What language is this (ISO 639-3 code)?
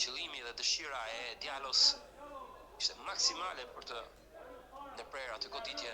sqi